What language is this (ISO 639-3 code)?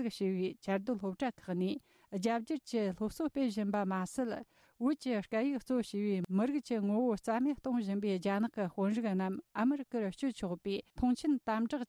bod